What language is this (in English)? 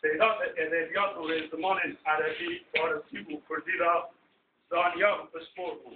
Kurdish